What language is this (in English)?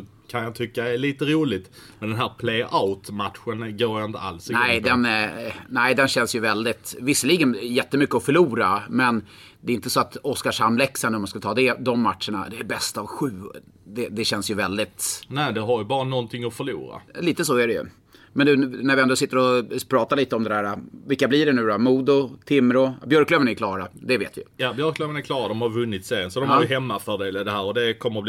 Swedish